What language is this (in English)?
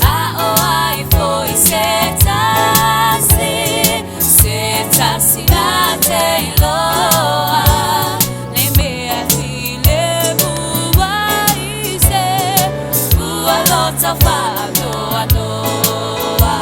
Samoan